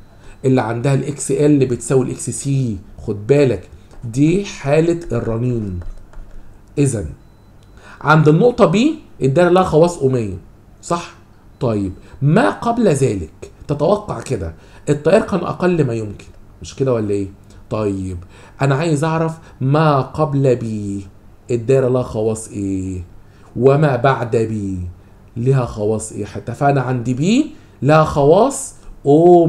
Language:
Egyptian Arabic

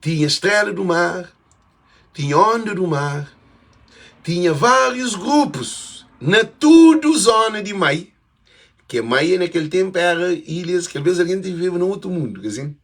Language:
Kabuverdianu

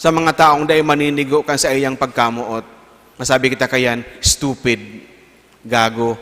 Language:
Bikol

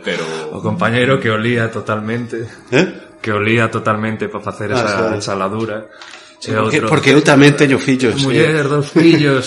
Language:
Galician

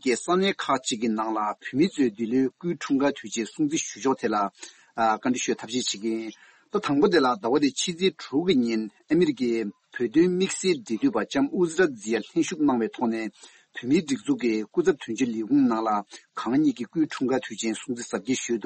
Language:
Tibetan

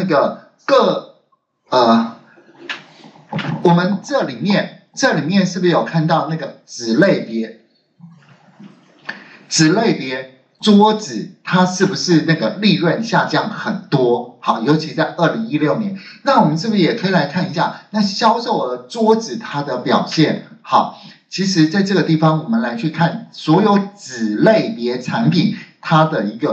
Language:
Chinese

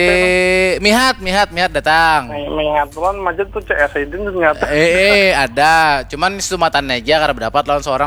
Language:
Banjar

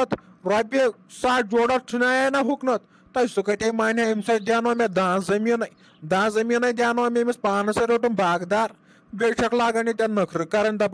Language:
Kashmiri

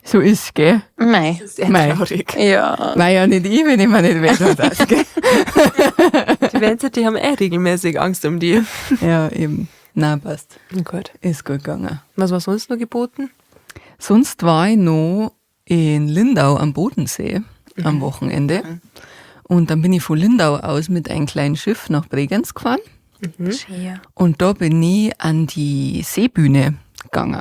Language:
Bavarian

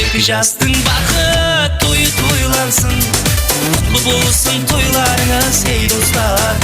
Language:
Kara-Kalpak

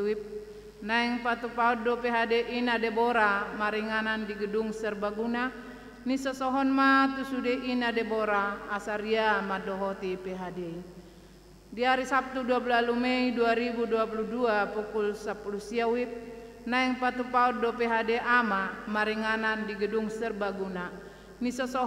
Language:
Batak Toba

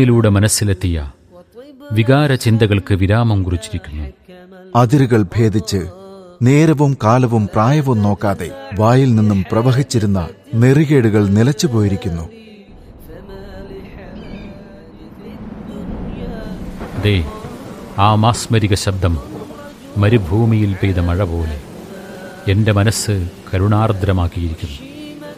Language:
Malayalam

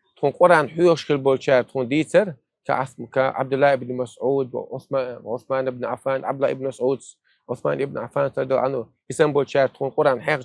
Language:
Chechen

